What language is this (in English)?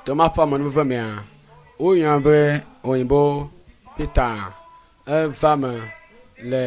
Ewe